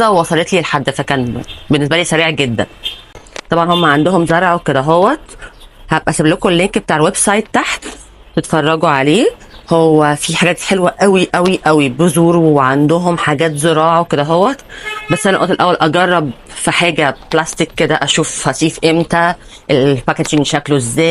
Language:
Egyptian Arabic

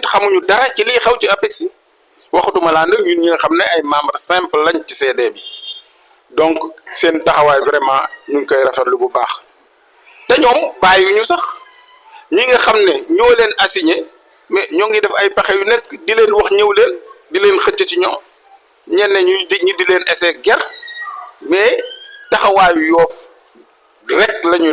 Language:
Wolof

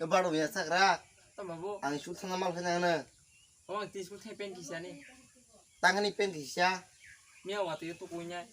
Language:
Kok Borok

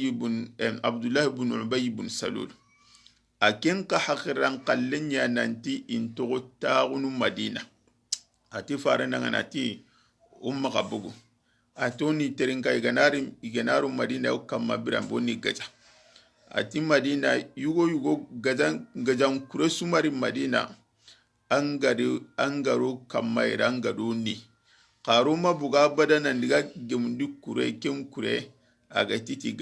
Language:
Soninke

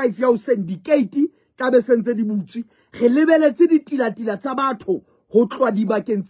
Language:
Southern Sotho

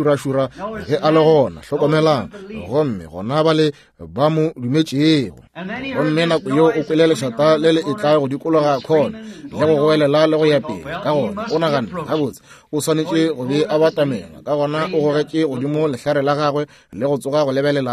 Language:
Northern Sotho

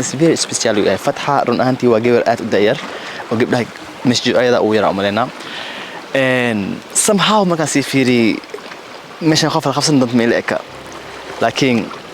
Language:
Somali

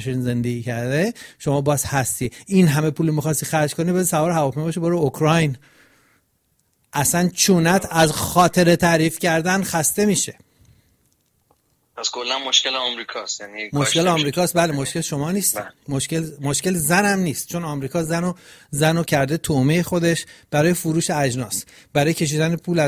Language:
Persian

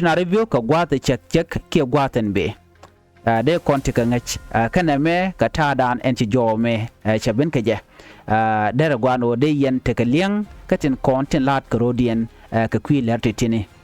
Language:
Nuer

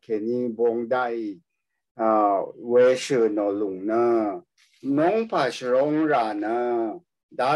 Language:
Rawang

